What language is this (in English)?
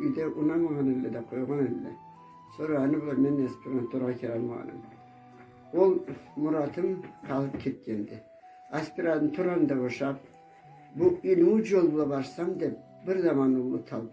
Karachay-Balkar